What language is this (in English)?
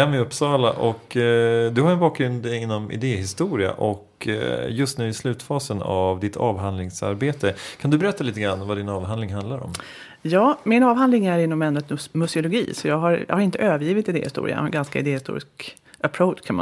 Swedish